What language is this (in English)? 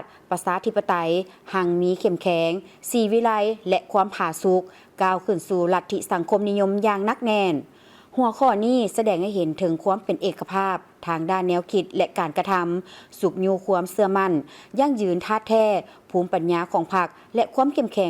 Lao